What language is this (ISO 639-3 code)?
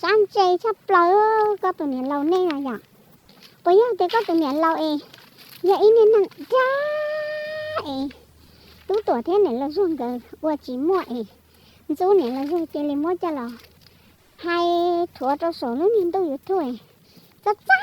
hmn